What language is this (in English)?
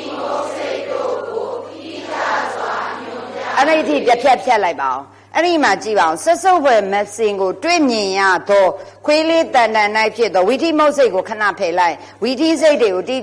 Burmese